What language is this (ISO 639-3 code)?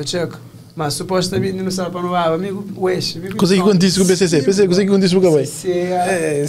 kea